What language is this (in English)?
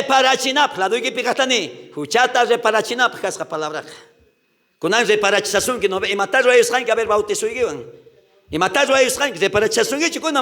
South Bolivian Quechua